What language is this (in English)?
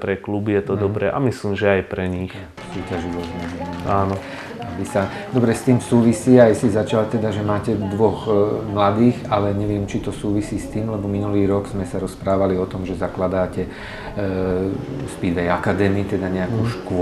Slovak